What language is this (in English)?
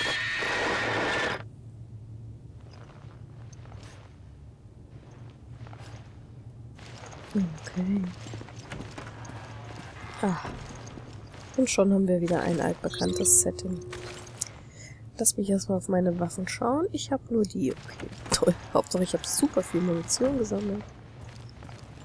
German